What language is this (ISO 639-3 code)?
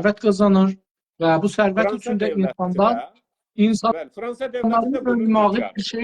azb